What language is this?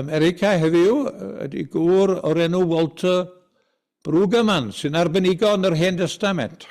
Welsh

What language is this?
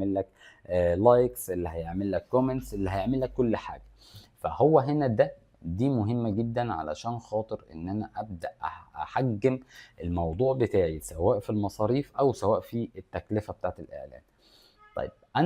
Egyptian Arabic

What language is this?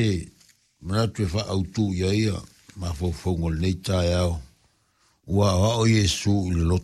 Samoan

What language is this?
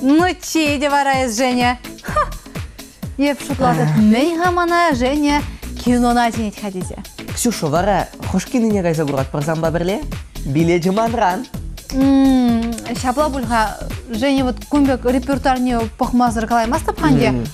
Chuvash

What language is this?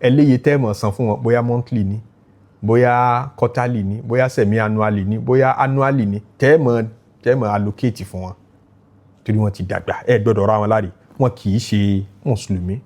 Yoruba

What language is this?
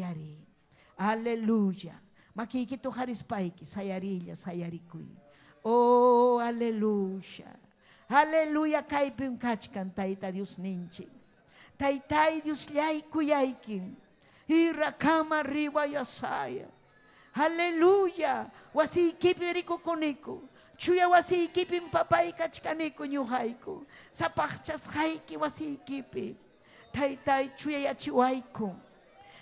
Ayacucho Quechua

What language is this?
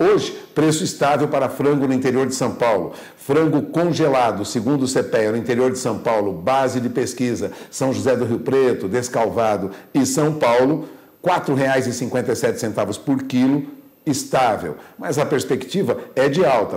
Portuguese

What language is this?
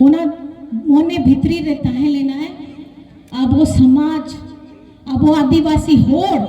Santali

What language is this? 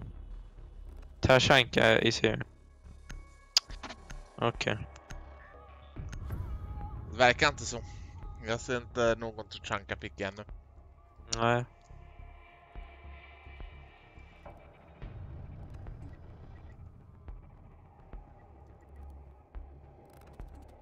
Swedish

